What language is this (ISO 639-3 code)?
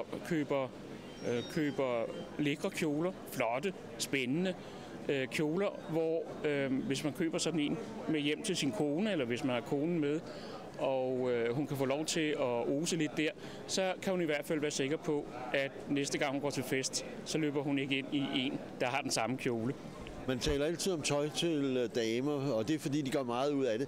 dan